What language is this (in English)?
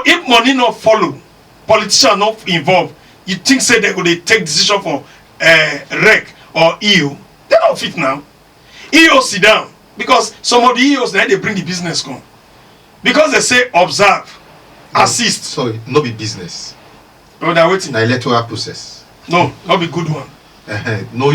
Nigerian Pidgin